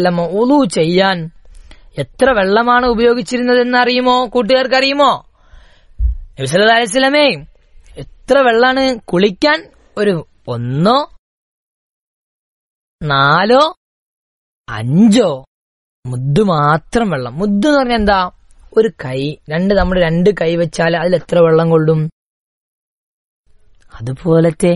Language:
Malayalam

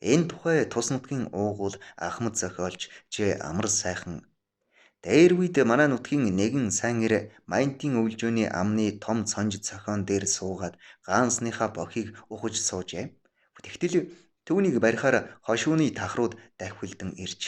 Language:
Mongolian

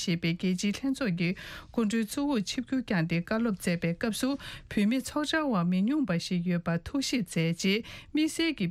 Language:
Tibetan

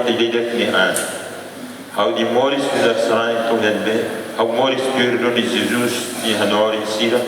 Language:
Tetum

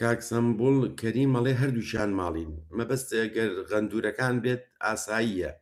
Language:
Central Kurdish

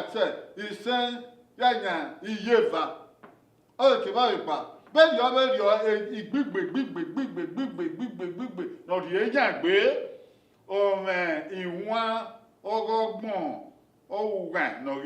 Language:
Bini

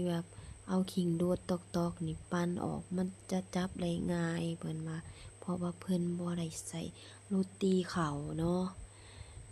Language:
Lao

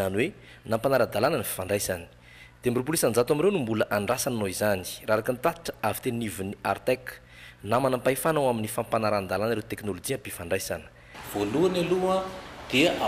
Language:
Malagasy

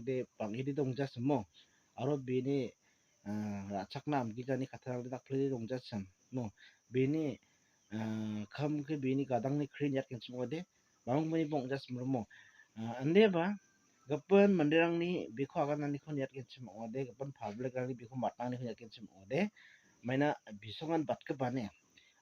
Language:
Garo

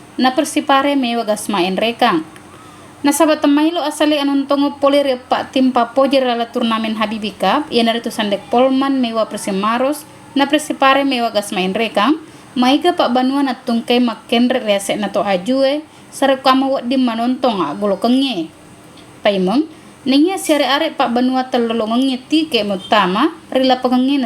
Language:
Buginese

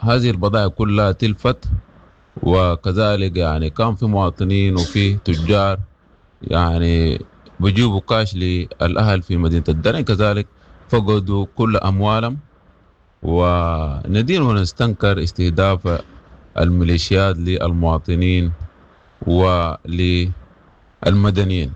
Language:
Sudanese Arabic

